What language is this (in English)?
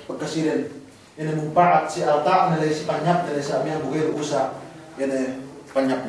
Yakan